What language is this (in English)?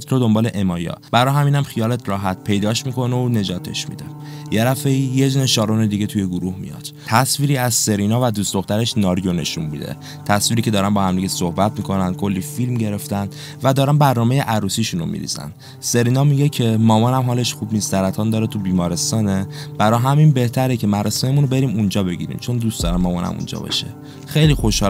Persian